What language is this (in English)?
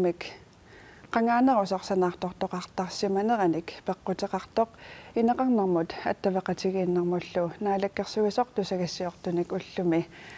Kalaallisut